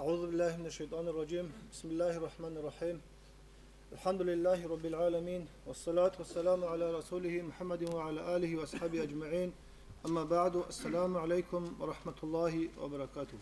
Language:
Avaric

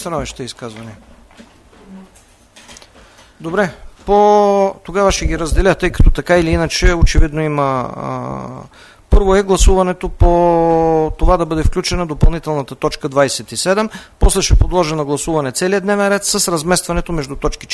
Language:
Bulgarian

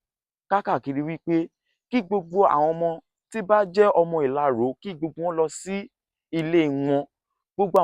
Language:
Yoruba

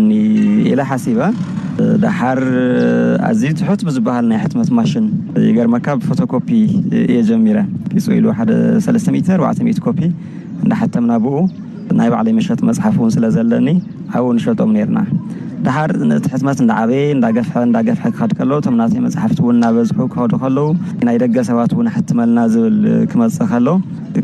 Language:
Tigrinya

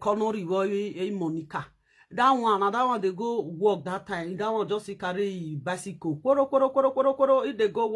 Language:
Nigerian Pidgin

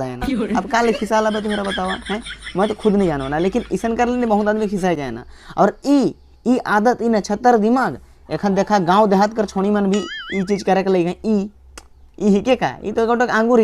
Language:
Sadri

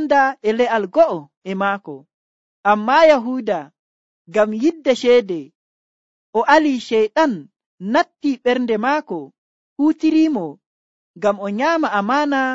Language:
Nigerian Fulfulde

